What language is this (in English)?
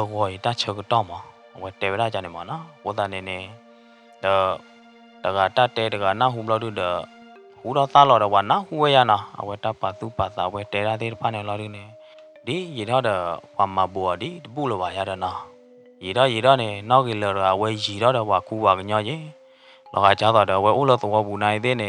S'gaw Karen